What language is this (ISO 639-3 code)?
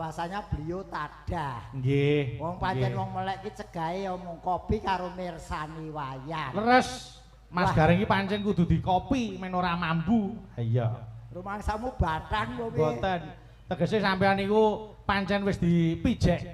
jav